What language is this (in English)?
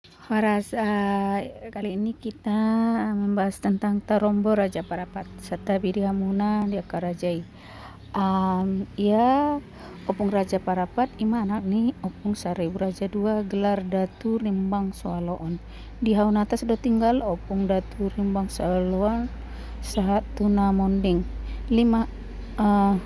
Batak Toba